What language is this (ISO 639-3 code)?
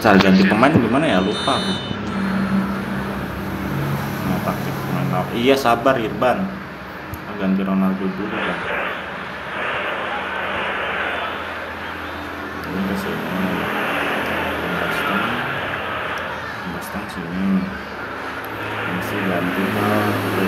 ind